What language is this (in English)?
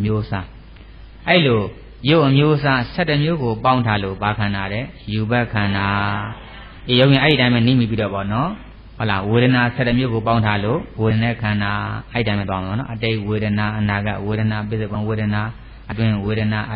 Burmese